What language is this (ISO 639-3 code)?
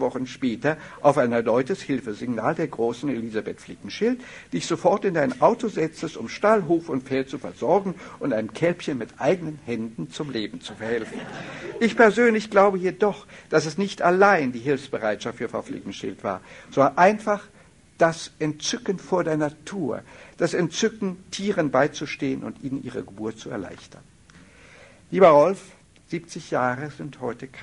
deu